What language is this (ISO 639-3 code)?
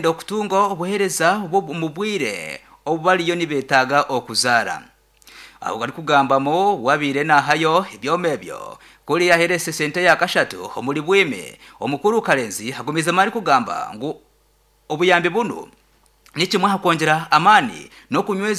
nyn